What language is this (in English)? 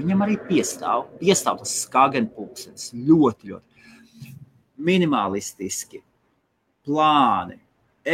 Latvian